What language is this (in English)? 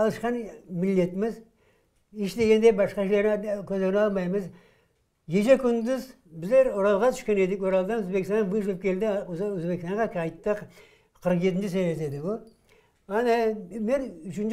Crimean Tatar